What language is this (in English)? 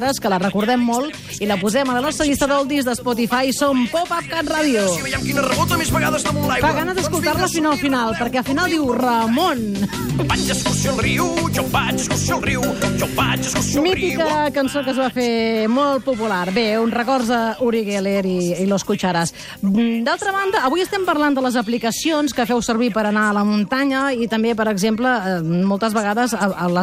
Catalan